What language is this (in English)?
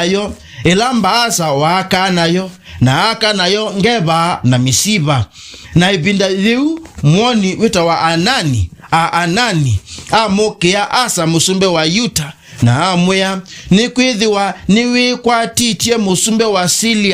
Kamba